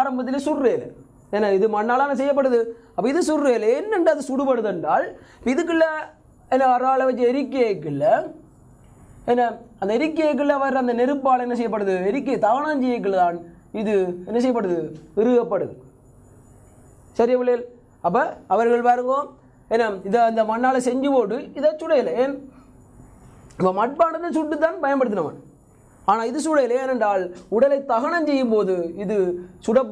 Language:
Tamil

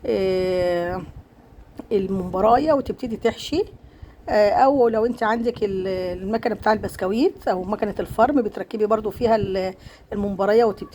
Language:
Egyptian Arabic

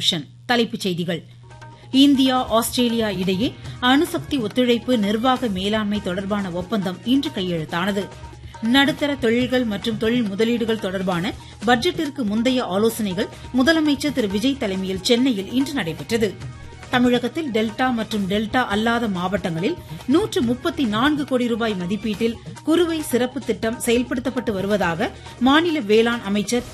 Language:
Tamil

